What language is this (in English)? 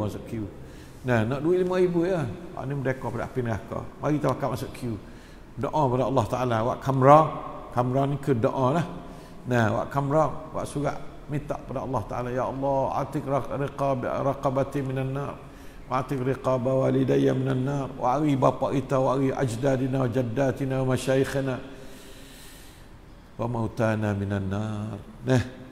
Malay